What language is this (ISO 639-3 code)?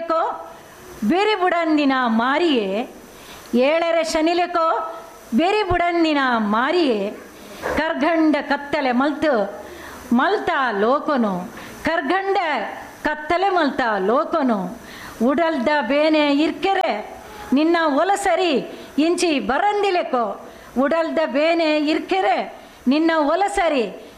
tcy